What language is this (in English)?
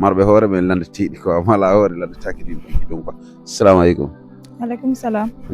Fula